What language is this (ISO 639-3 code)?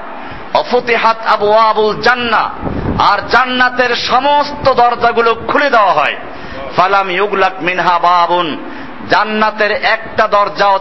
ben